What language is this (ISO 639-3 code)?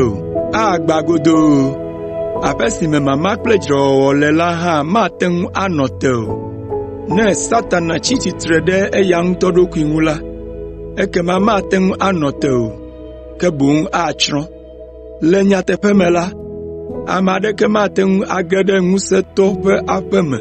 ewe